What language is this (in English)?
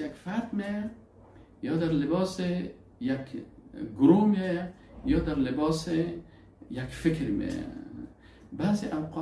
Persian